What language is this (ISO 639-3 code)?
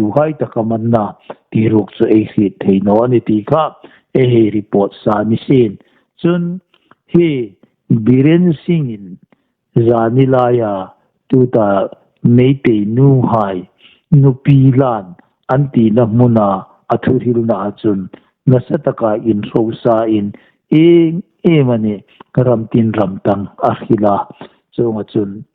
hmr